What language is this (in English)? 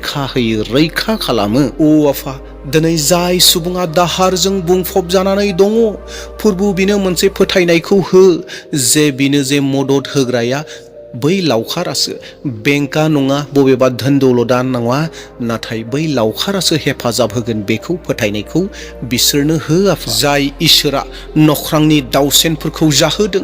Bodo